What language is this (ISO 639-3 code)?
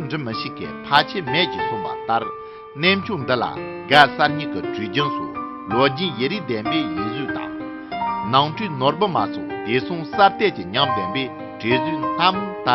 bod